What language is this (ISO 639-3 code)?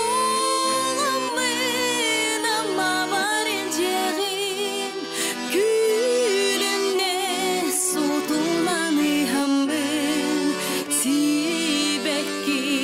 sah